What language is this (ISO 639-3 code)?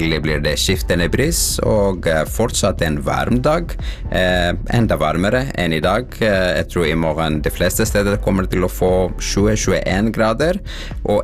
nor